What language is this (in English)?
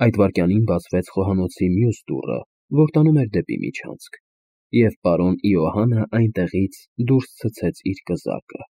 Armenian